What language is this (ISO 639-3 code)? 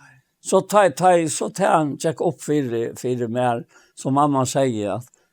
fao